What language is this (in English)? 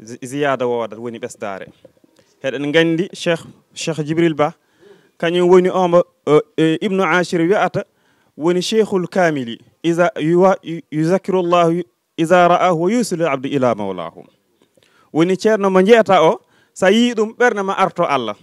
Fula